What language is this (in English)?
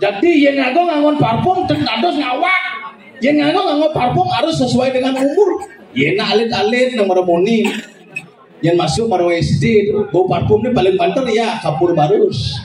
Balinese